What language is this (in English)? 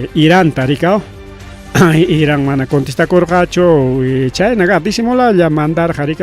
Ayacucho Quechua